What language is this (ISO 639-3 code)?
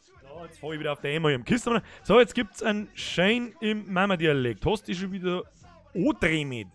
bar